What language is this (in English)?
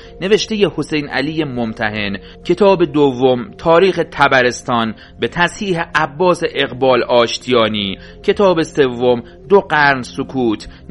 Persian